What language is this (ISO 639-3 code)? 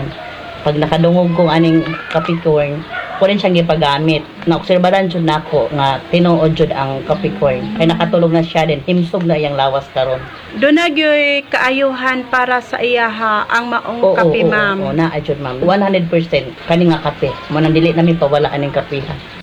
ceb